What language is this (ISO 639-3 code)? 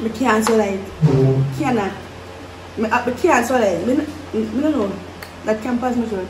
jam